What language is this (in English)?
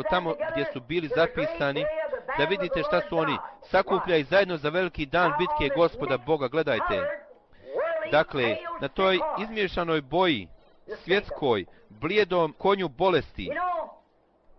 Bosnian